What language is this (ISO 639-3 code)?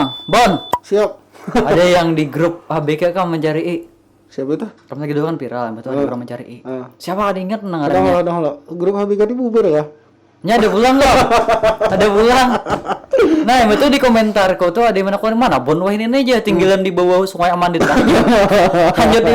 bjn